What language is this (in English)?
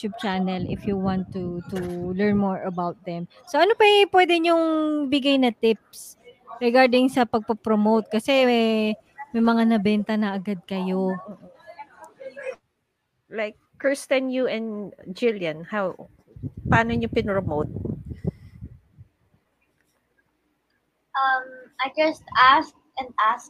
Filipino